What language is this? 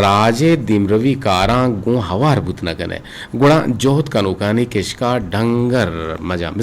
Eastern Balochi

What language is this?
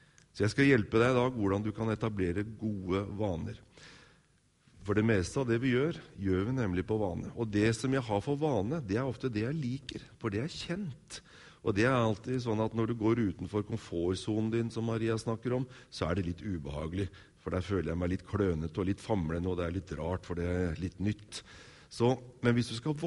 Norwegian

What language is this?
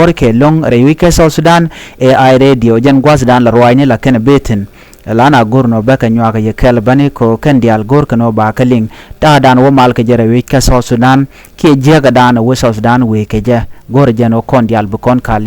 Nuer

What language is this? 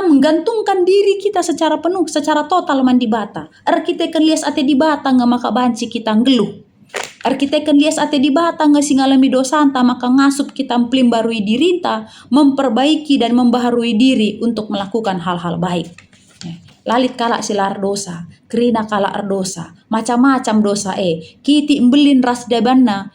Batak Karo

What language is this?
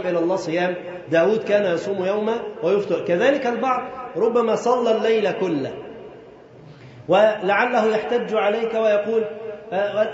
Arabic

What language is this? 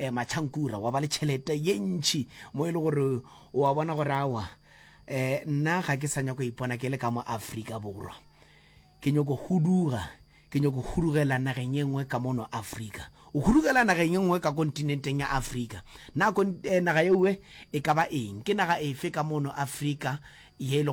Northern Sotho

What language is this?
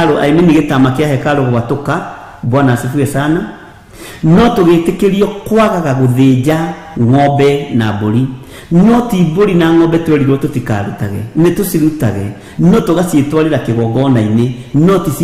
Kikuyu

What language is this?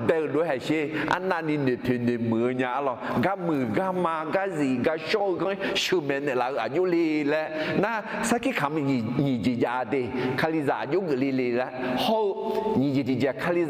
Akha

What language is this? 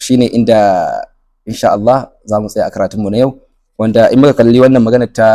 Hausa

